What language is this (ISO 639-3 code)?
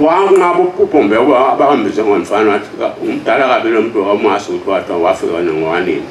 zul